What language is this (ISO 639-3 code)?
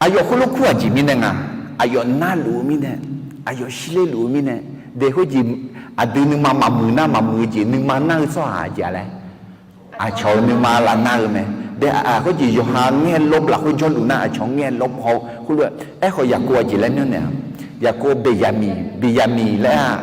ahk